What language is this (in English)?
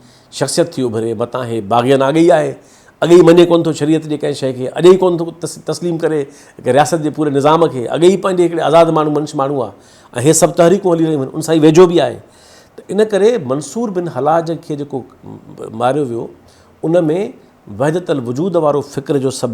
Sindhi